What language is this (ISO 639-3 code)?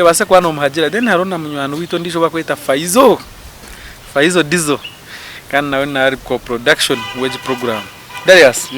nyn